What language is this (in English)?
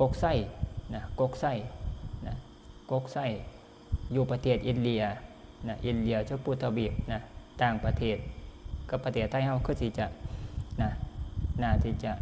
Northeastern Thai